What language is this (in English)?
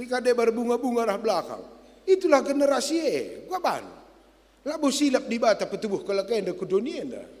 Batak Karo